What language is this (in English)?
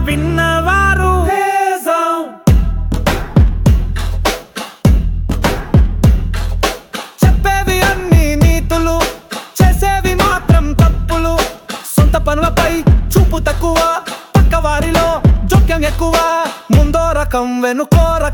Telugu